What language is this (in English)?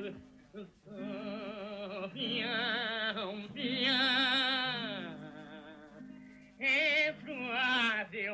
Italian